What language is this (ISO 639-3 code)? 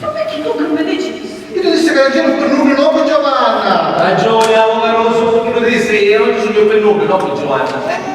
scn